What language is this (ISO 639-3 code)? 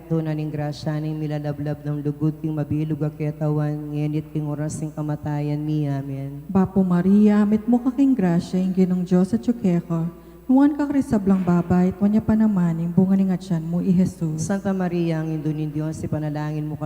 pam